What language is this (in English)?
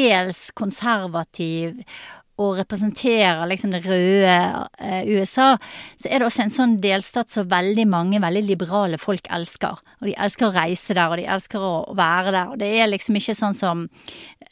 Norwegian